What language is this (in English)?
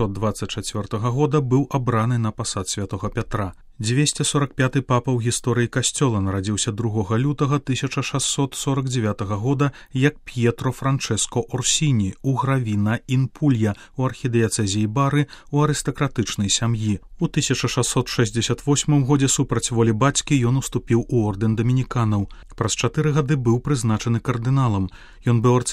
Belarusian